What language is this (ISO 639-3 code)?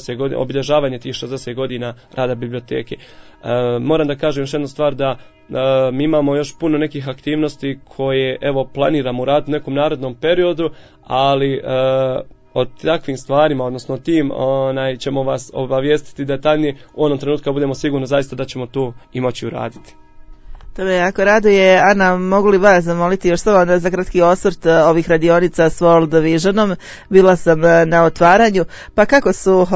bos